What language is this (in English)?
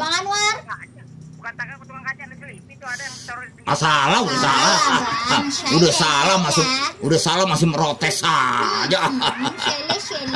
Betawi